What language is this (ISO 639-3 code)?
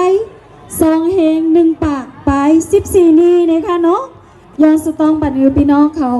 shn